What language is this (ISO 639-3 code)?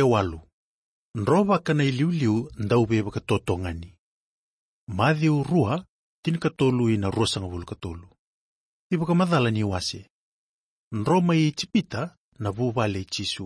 fij